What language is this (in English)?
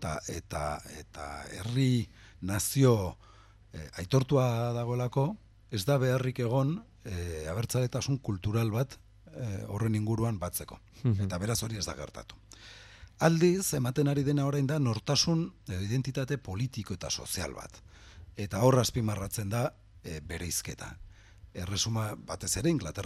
Basque